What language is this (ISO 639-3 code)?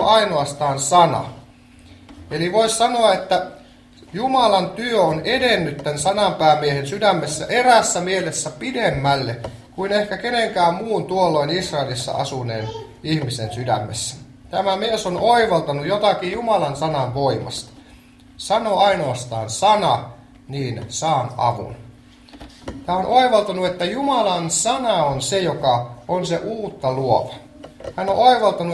fin